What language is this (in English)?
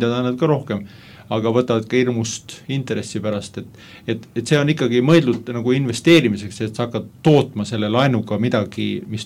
Estonian